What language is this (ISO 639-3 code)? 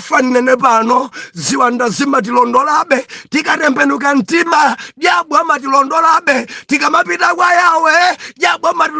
nya